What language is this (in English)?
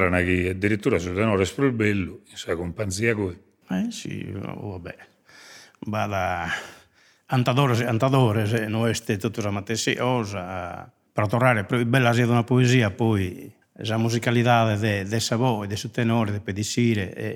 Sardinian